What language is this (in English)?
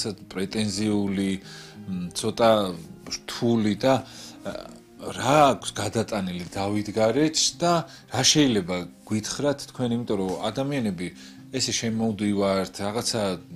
Georgian